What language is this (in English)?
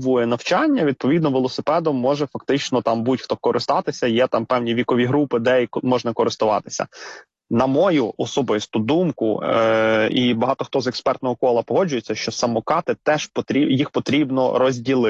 Ukrainian